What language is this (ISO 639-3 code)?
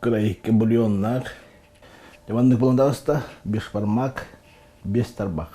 sah